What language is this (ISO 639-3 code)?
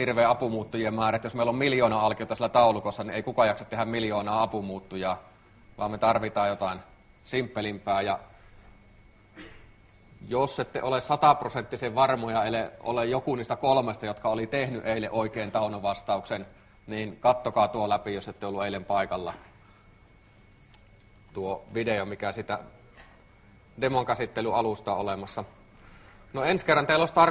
fin